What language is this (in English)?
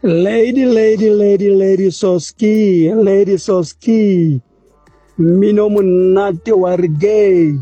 Southern Sotho